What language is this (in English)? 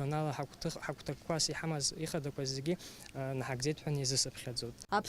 Abkhazian